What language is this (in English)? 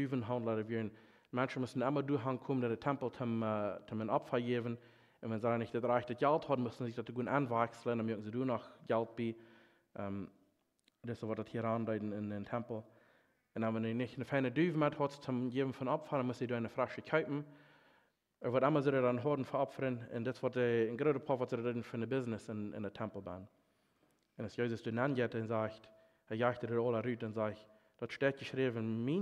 Plautdietsch